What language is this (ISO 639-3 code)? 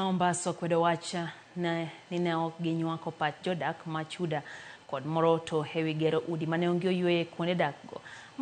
luo